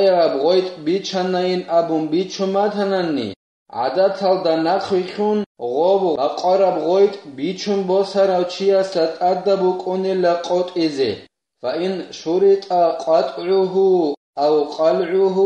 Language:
Avaric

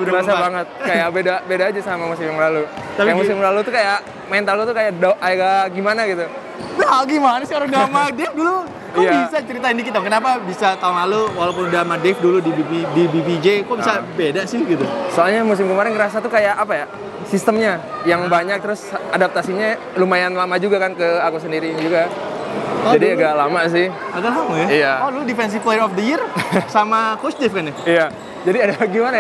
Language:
Indonesian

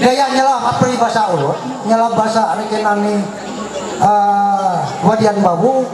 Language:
Ma'anyan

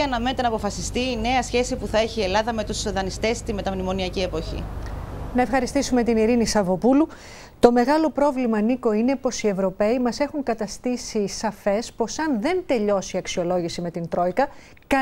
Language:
Greek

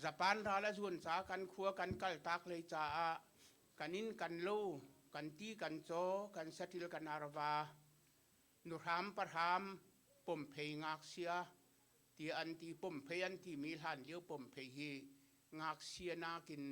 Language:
Hakha Chin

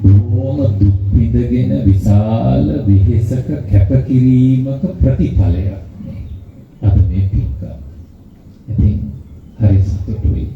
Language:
Sinhala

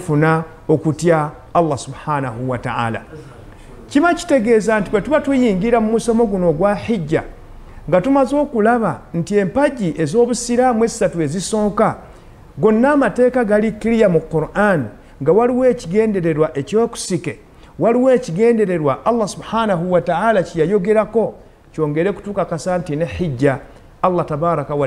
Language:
Ganda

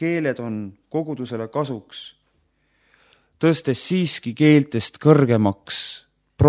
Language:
Estonian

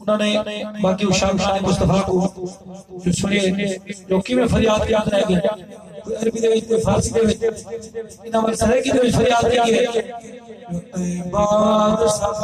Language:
Saraiki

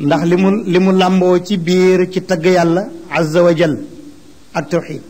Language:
Wolof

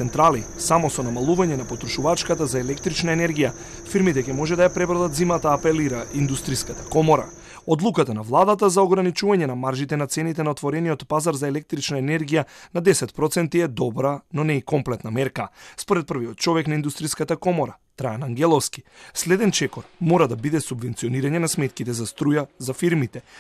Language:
Macedonian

